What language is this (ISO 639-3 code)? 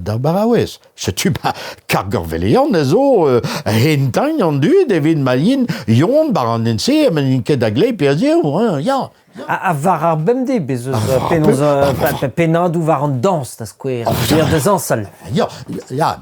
bre